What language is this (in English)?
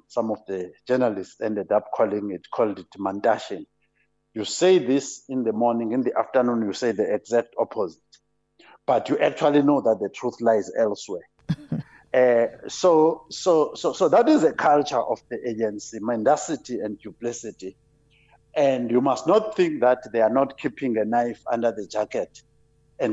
English